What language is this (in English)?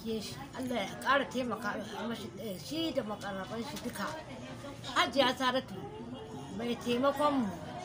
Hausa